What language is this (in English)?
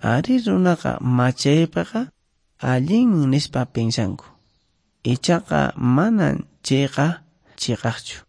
Quechua